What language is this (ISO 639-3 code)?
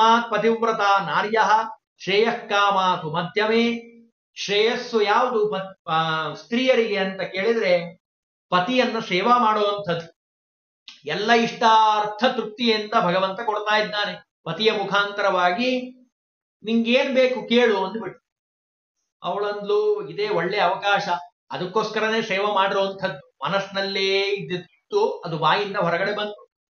kan